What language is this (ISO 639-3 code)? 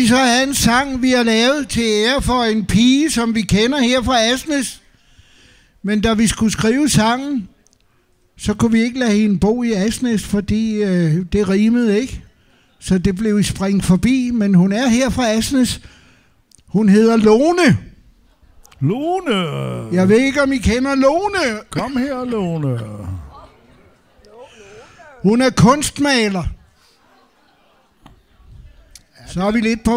dan